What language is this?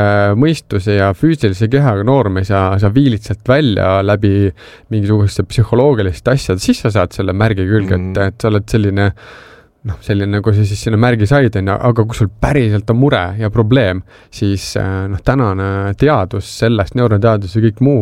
Estonian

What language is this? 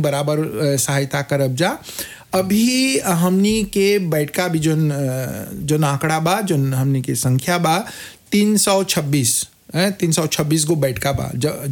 Bhojpuri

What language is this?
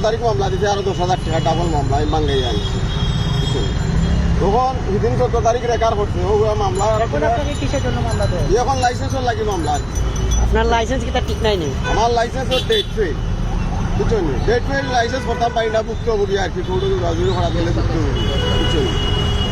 Sylheti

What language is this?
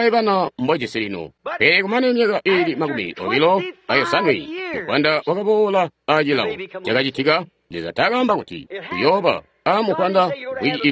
Tonga (Zambia)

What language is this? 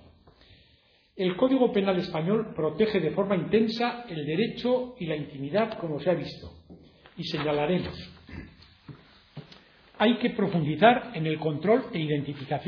Spanish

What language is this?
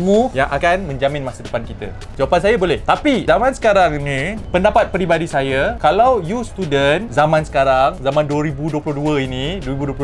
Malay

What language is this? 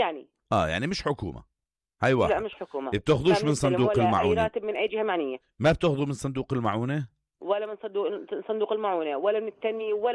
North Levantine Arabic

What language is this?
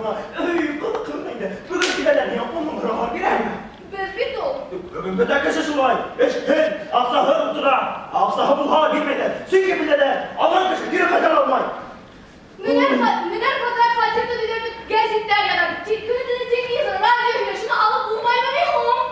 Bashkir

